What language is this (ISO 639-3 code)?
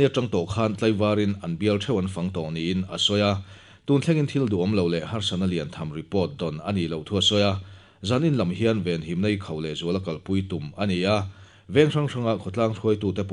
lus